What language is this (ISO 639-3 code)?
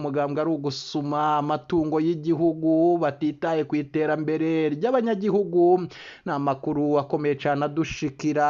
run